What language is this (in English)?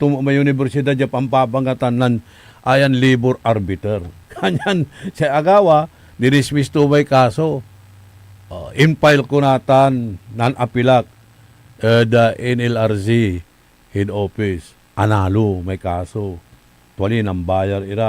Pangasinan